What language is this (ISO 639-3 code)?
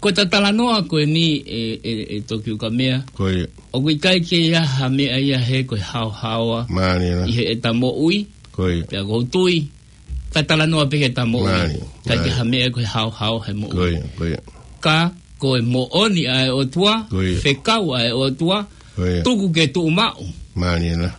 ton